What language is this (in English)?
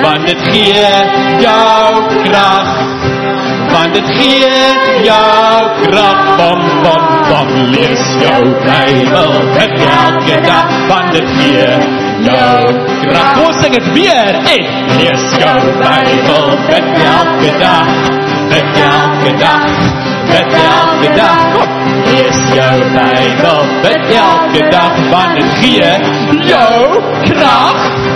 Afrikaans